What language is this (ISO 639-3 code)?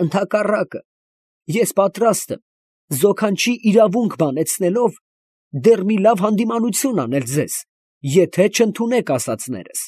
hye